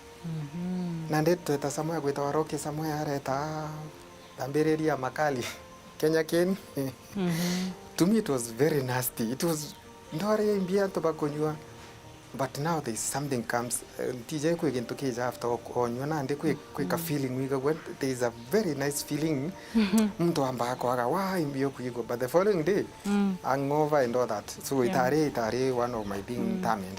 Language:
Meru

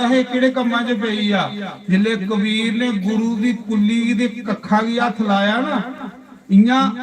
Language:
Dogri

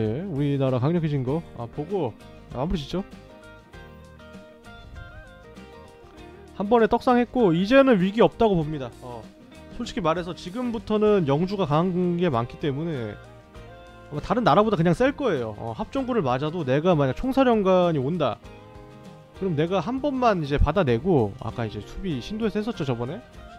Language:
Korean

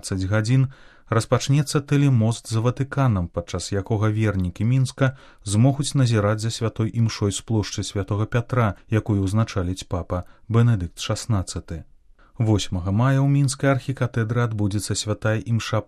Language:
Belarusian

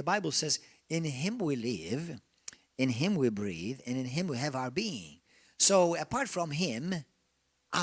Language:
English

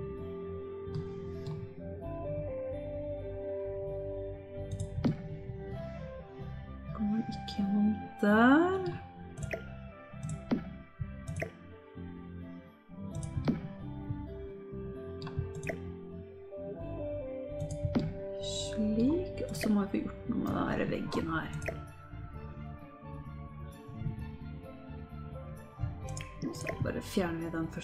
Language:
Norwegian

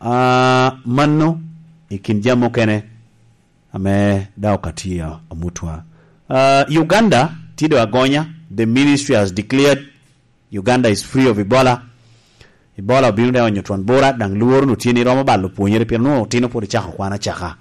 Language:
Lango (Uganda)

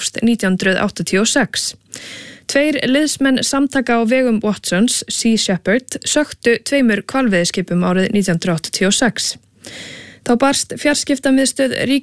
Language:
Icelandic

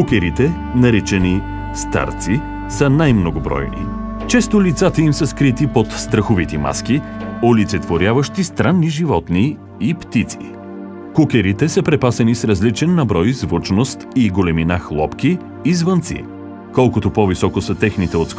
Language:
Bulgarian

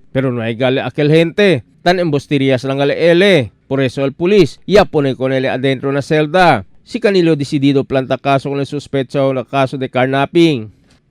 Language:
Chavacano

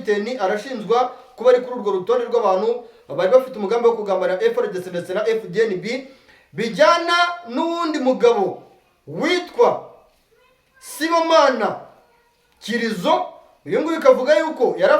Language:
Kinyarwanda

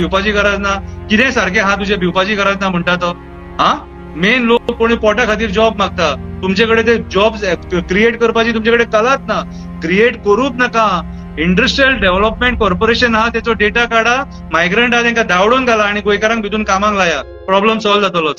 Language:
Konkani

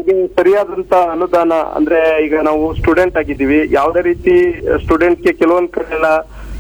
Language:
Kannada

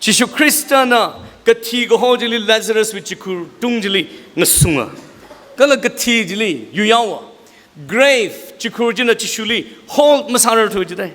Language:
Tangkhul Naga (India)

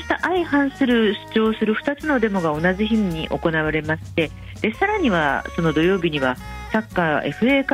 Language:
Japanese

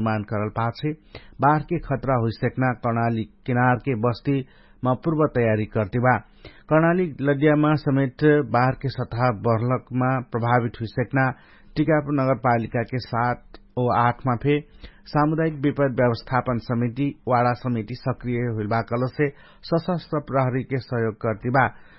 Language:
Dangaura Tharu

